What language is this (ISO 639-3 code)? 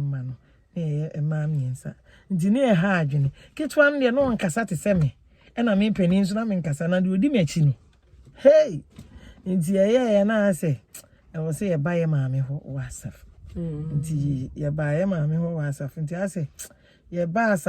aka